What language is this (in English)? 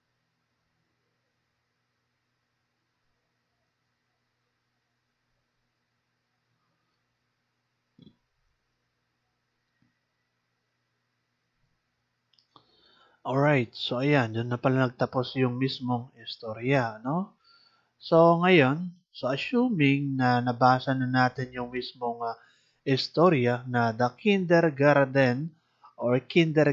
Filipino